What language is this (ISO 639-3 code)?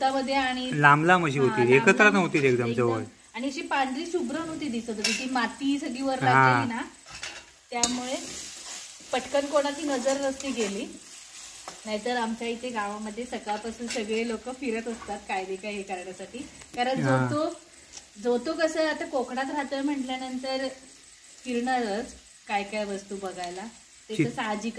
mar